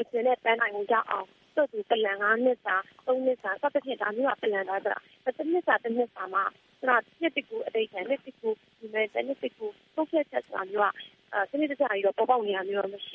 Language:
Burmese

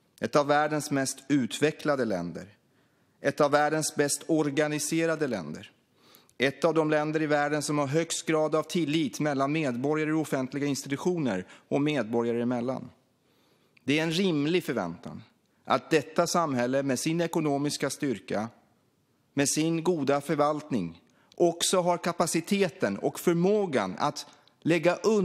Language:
Swedish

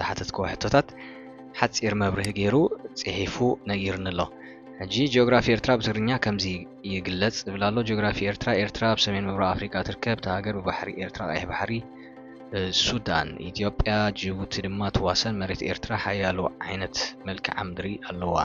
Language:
Tigrinya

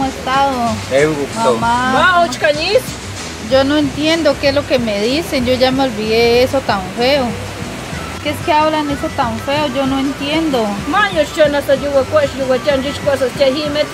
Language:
Páez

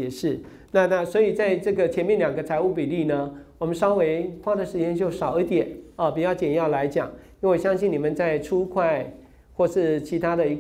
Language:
Chinese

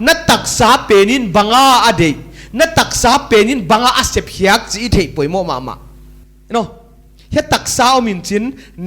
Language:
Paite Chin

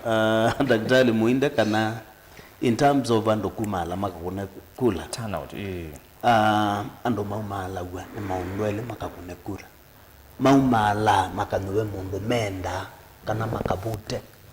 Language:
Kamba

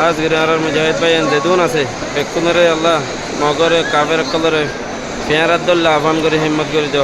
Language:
Rohingya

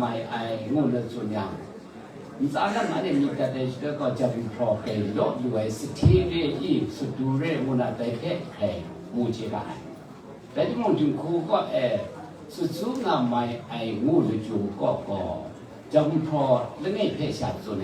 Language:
Kachin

